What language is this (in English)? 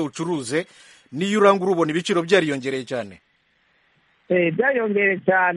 Kinyarwanda